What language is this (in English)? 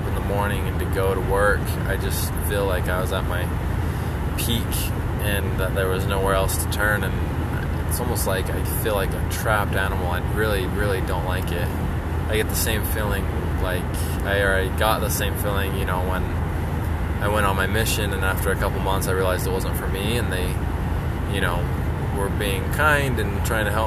English